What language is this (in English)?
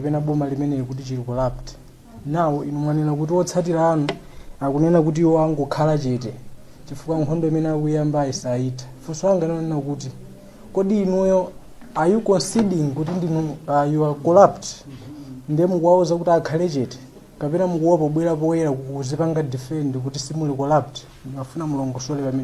Nyanja